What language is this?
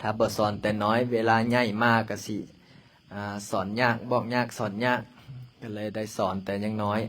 Lao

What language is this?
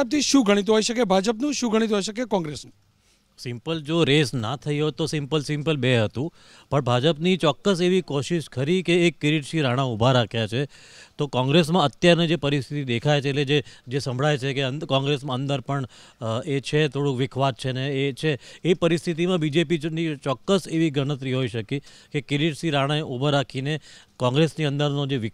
Gujarati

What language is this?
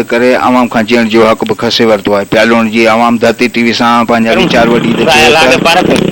Sindhi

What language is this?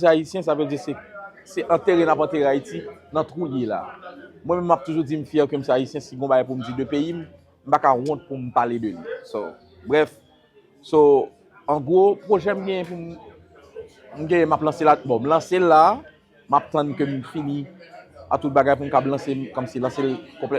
Haitian Creole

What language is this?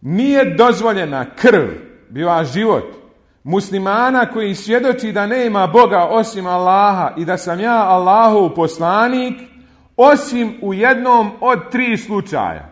Bosnian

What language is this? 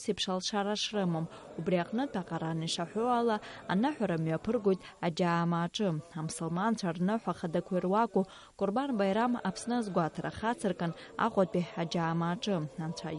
Abkhazian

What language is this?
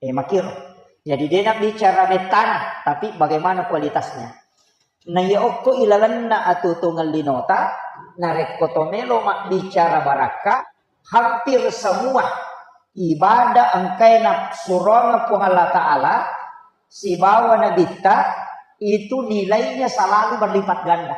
Buginese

